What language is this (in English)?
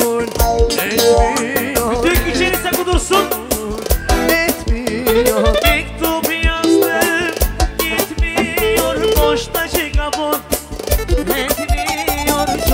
Turkish